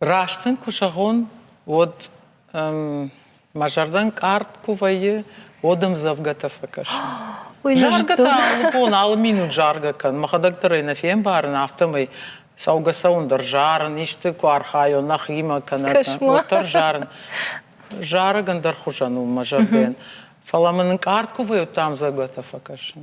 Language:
Ossetic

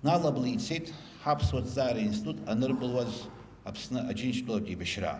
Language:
Abkhazian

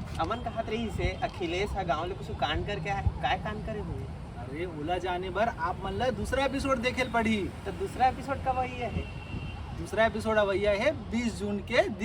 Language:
Chhattisgarhi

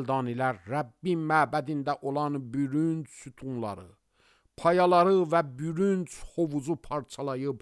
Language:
Azerbaijani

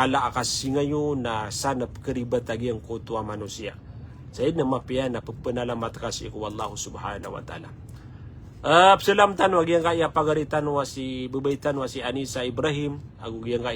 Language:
Maranao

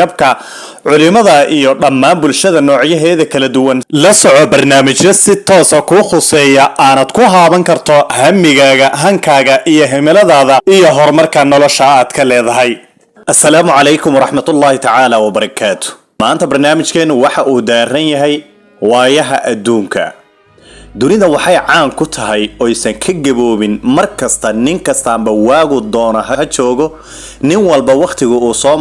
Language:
Somali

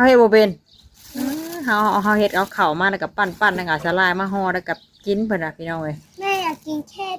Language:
Northeastern Thai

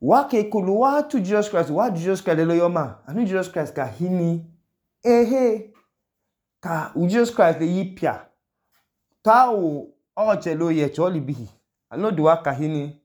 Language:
Idoma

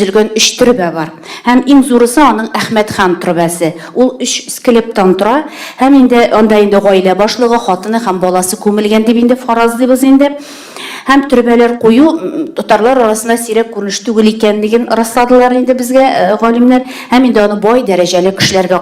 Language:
Tatar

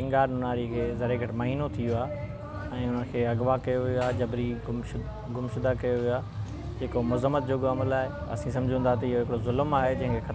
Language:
Sindhi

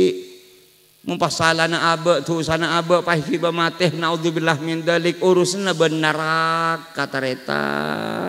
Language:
Madurese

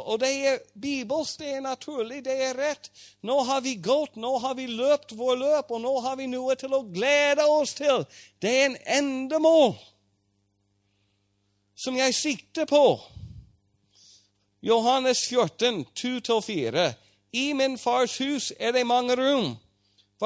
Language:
Norwegian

